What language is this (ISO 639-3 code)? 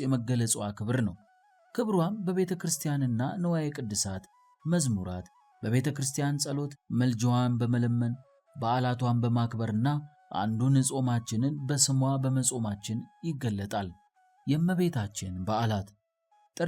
amh